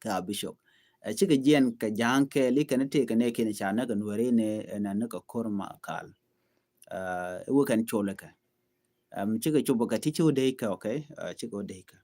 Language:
Nuer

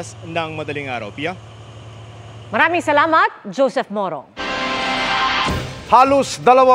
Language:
Filipino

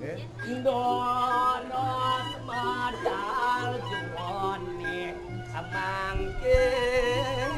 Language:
Balinese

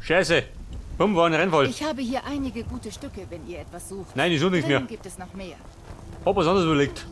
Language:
Bavarian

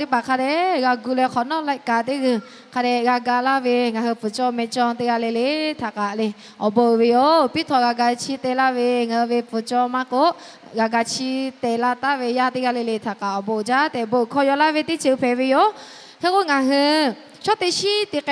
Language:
Lahu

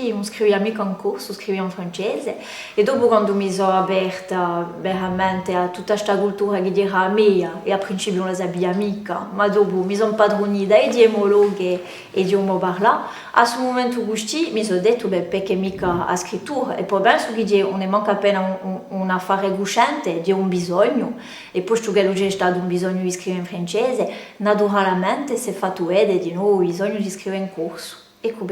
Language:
Corsican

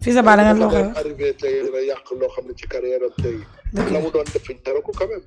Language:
Wolof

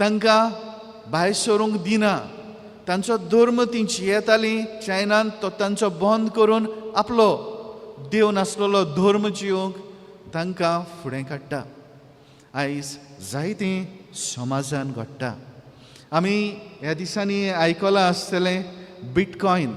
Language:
Konkani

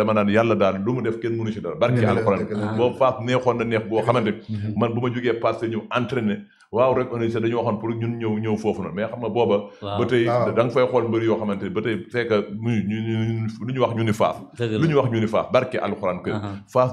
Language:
Wolof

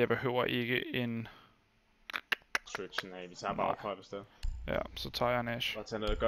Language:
Danish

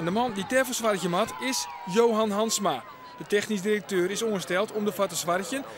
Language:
Western Frisian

